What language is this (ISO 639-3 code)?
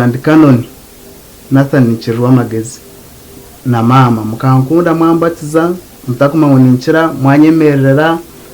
nyn